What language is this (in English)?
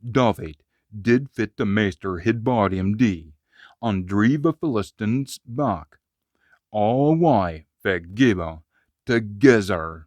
Scots